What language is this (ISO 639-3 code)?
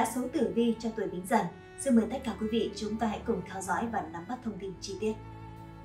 vie